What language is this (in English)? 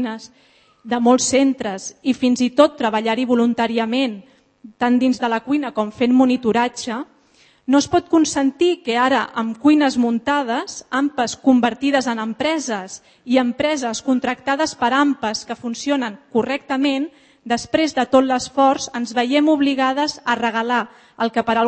Catalan